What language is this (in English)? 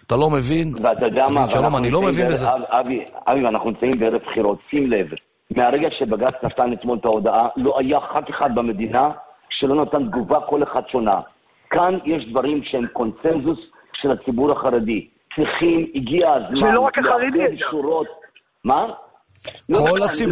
Hebrew